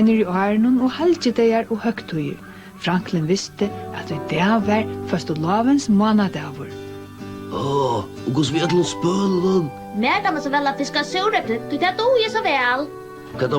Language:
Faroese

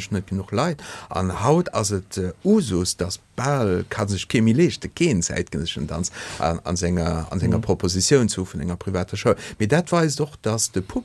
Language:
Luxembourgish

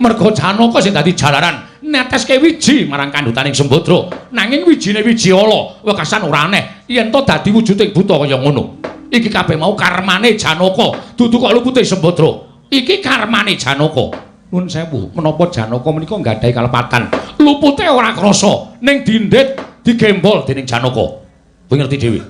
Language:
Javanese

